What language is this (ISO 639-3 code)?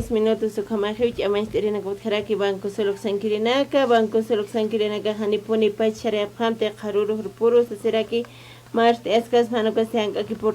aym